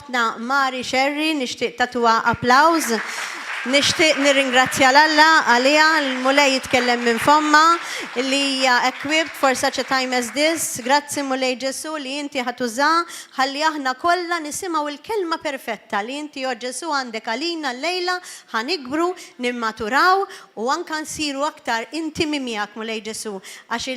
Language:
Maltese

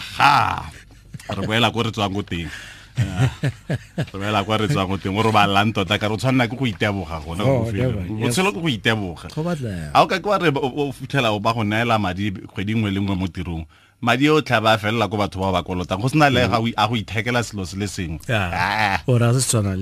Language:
Tswana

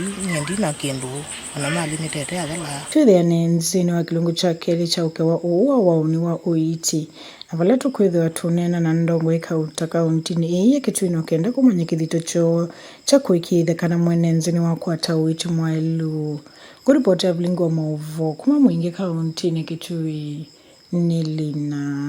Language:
Kamba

